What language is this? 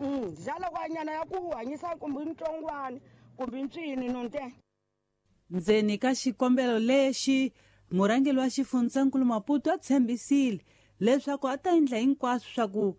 Tsonga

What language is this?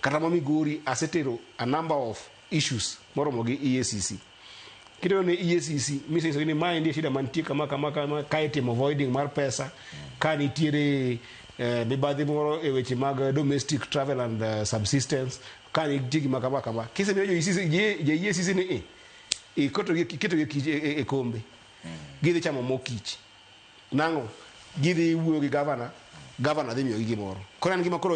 Luo (Kenya and Tanzania)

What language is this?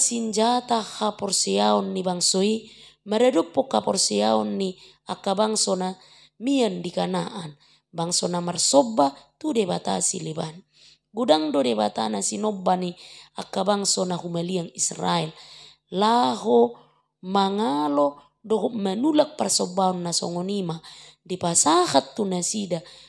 Batak Toba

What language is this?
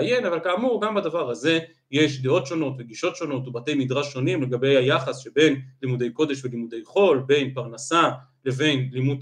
Hebrew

